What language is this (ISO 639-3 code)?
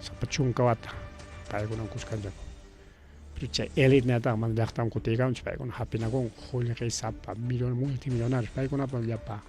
quy